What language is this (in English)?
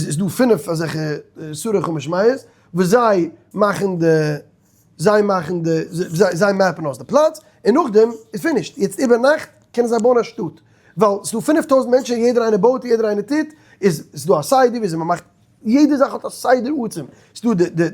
Yiddish